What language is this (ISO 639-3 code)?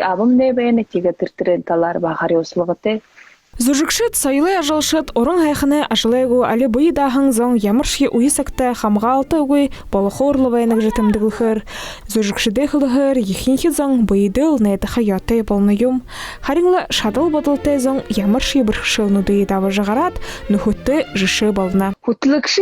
bua